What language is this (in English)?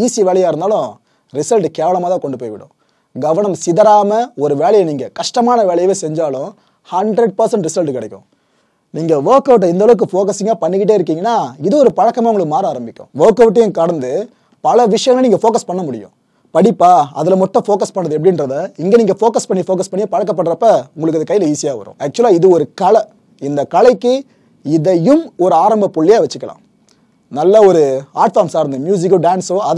Tamil